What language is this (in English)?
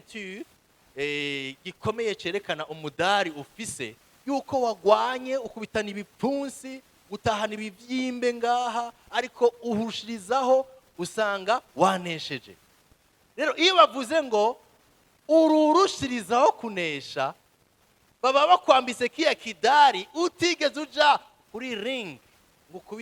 Rundi